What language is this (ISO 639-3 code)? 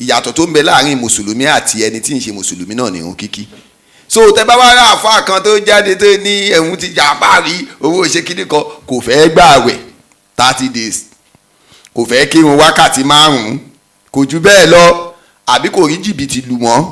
yor